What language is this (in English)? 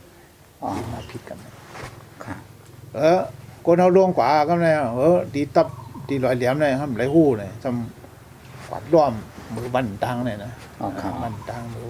Shan